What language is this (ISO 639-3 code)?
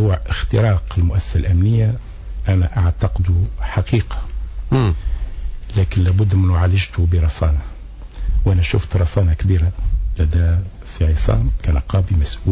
aeb